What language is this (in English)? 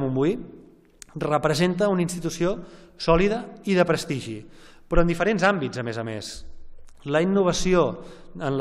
Catalan